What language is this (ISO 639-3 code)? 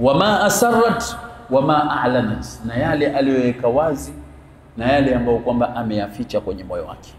swa